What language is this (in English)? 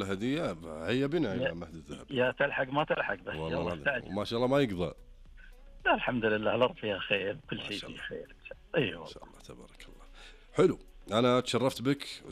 Najdi Arabic